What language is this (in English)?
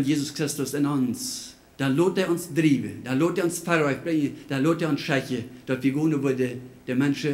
Plautdietsch